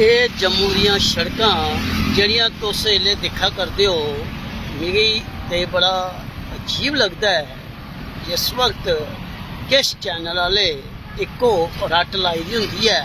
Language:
Dogri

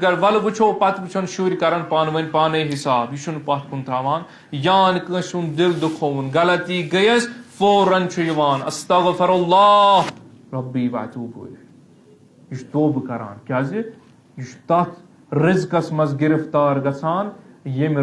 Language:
Kashmiri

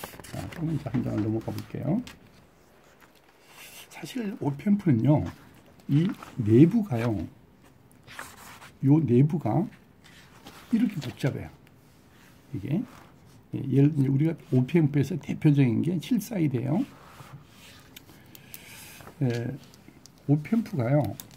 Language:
Korean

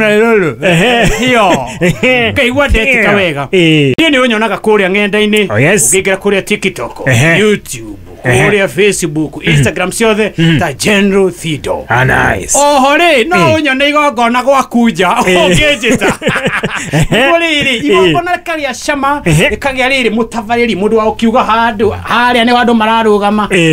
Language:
Kikuyu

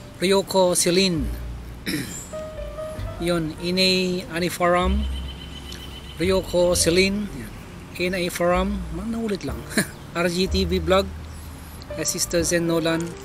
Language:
Filipino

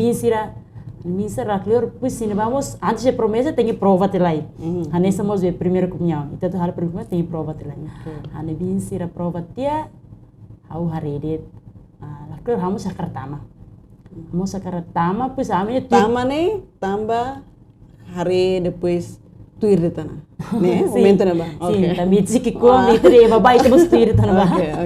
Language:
Tetum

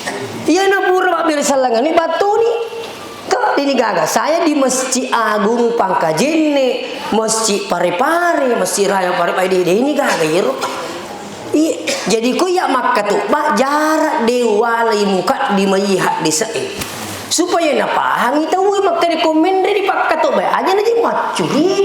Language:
Buginese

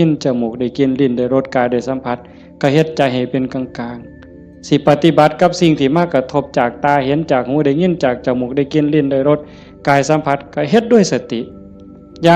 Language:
Lao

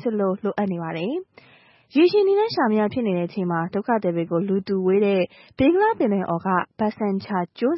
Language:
Burmese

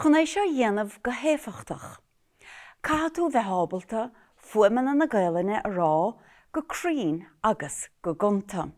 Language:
Irish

